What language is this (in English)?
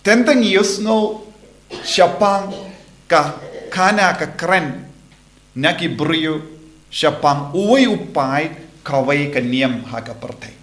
Khasi